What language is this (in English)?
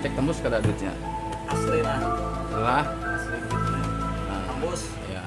Banjar